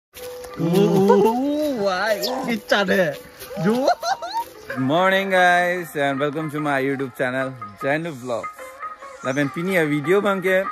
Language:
Karbi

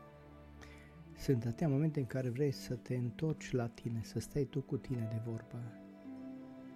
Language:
Romanian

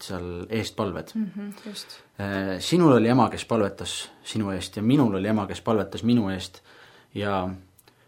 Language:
Estonian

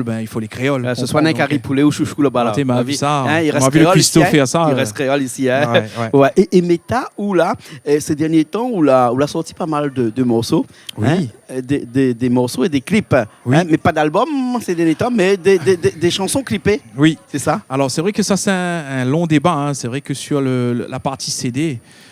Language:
Réunion Creole French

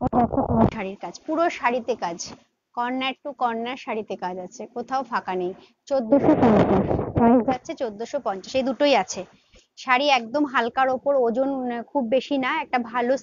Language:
Bangla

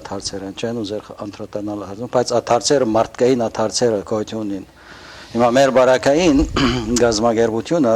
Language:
Western Armenian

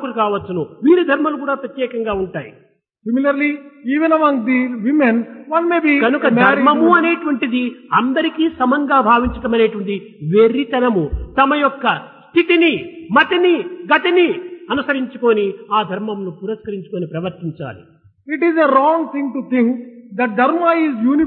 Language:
Telugu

